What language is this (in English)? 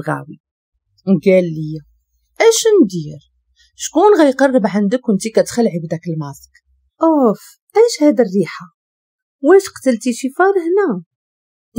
Moroccan Arabic